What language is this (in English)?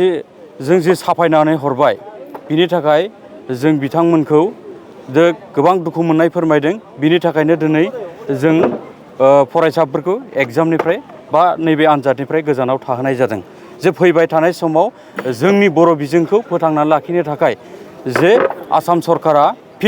Bodo